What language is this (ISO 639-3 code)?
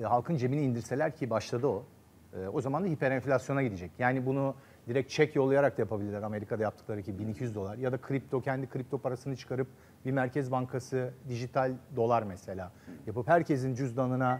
tur